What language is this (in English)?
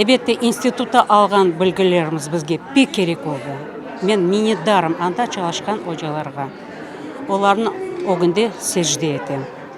Crimean Tatar